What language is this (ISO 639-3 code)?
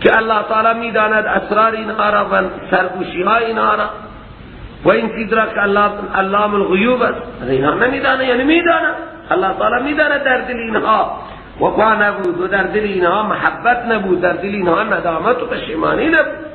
fas